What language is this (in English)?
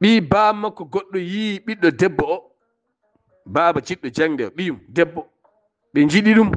Fula